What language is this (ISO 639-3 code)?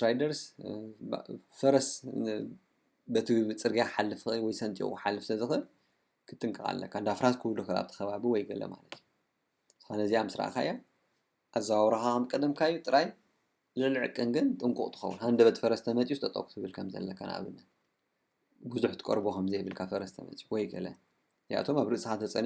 tir